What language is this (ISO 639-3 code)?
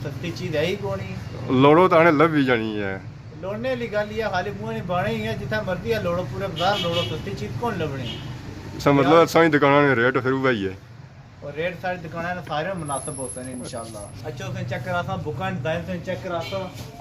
phr